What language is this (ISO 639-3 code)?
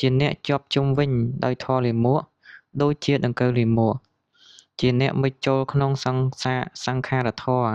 khm